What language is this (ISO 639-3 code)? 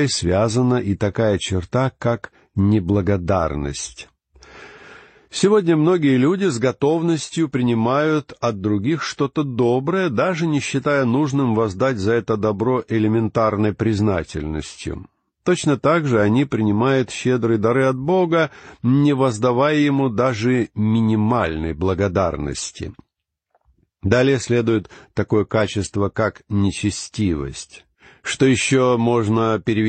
rus